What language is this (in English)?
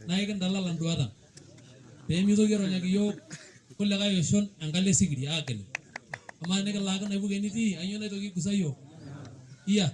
Masai